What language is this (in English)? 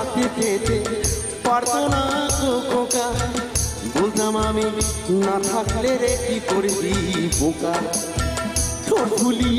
Bangla